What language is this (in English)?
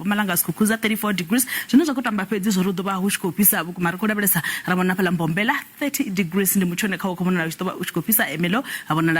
Venda